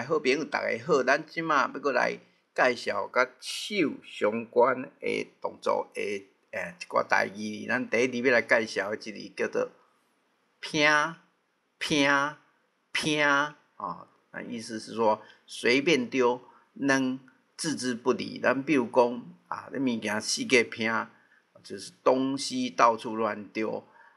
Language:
Min Nan Chinese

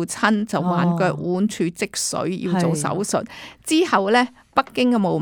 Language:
Cantonese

